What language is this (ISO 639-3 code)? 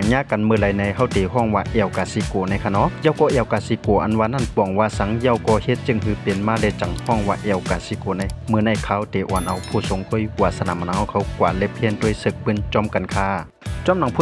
shn